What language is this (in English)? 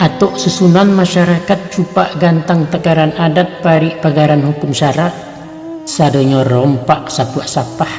Minangkabau